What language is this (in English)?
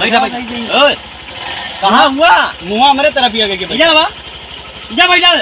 Awadhi